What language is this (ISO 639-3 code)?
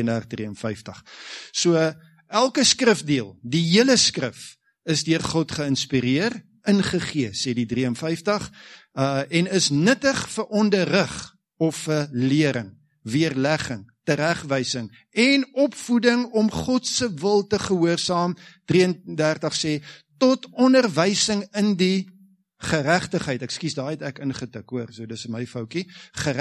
afr